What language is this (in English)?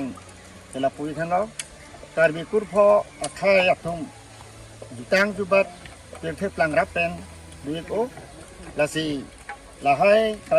Karbi